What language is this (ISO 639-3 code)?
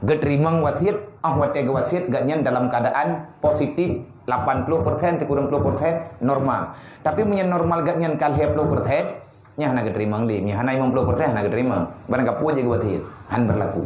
ace